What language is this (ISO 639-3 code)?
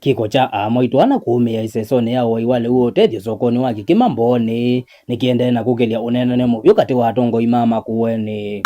kam